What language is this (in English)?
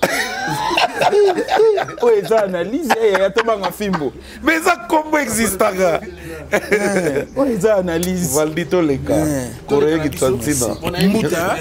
Lingala